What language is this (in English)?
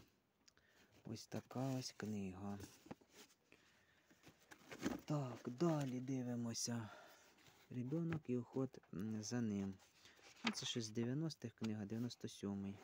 Ukrainian